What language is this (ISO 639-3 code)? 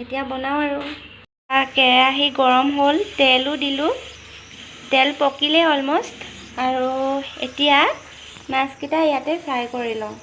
asm